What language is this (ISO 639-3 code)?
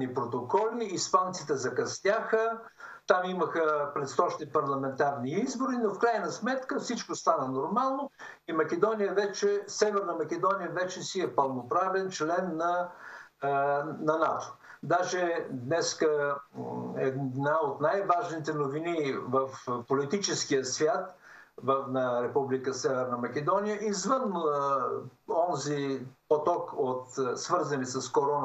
bul